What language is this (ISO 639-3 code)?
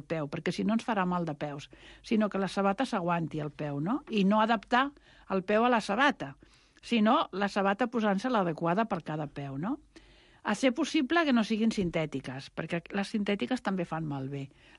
cat